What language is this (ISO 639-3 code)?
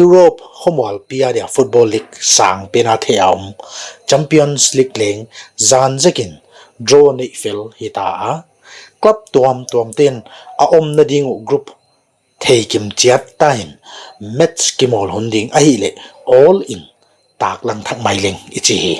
pck